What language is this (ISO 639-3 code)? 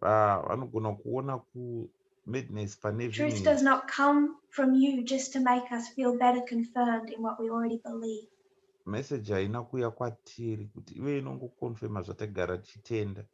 sna